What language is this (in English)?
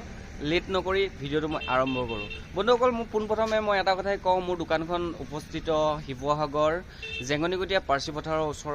Assamese